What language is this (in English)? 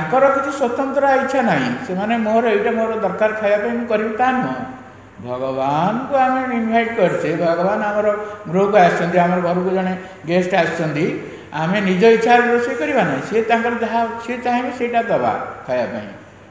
Odia